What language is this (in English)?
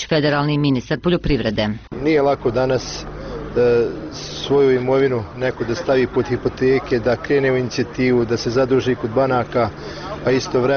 Bosnian